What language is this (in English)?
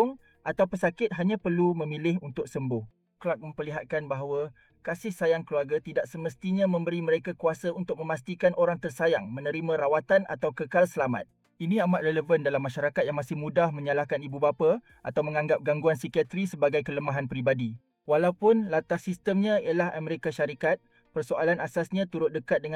Malay